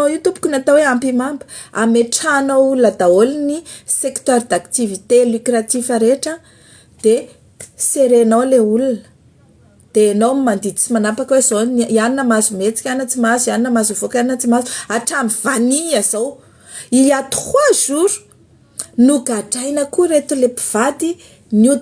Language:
Malagasy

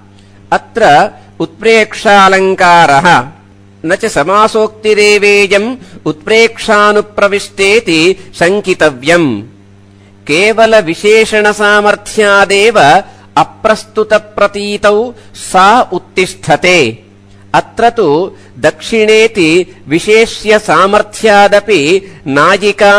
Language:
Sanskrit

